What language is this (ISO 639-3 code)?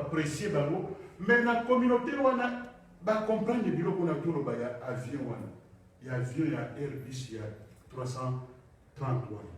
lin